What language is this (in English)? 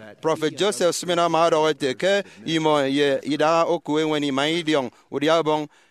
Efik